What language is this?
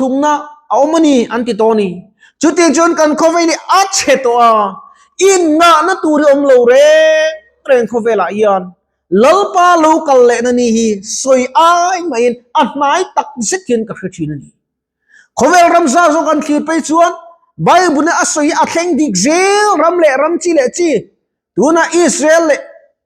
Mizo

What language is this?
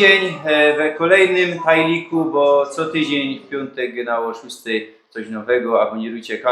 Silesian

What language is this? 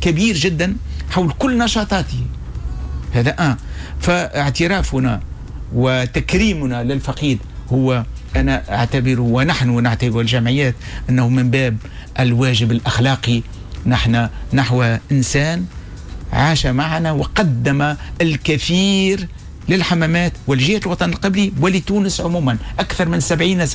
Tunisian Arabic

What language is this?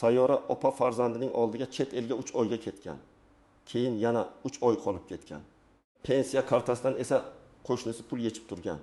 Uzbek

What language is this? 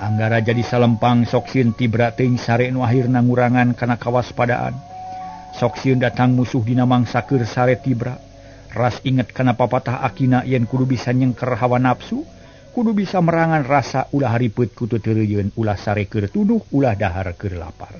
Sundanese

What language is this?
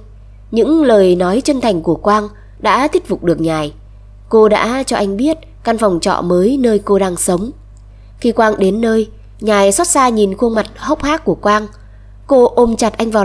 Vietnamese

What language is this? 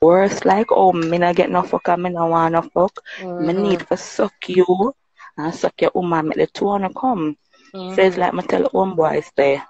Jamaican Creole English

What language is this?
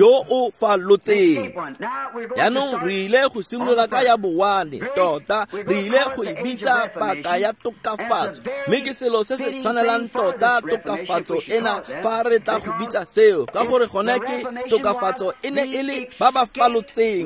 Tswana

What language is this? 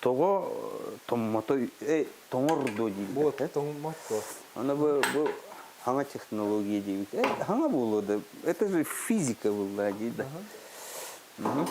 Yakut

